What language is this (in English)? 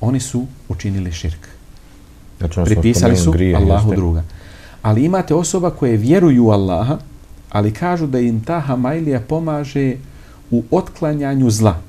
Bosnian